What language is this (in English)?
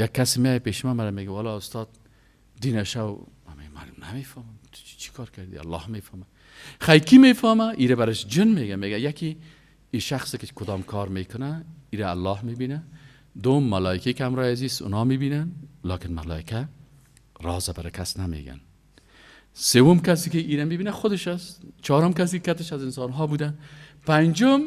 Persian